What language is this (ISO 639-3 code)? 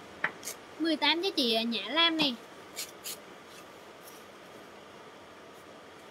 vie